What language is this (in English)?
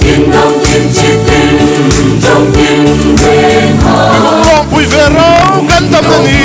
Hmar